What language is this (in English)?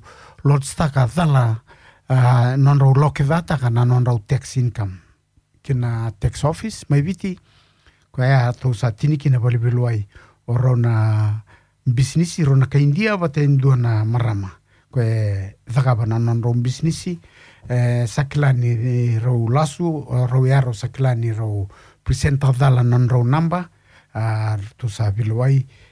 Fijian